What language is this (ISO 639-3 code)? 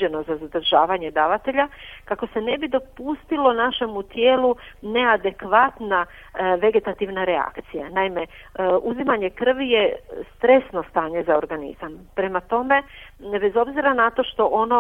hrv